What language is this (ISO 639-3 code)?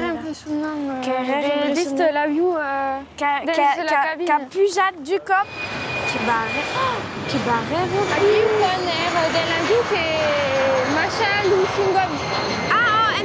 oci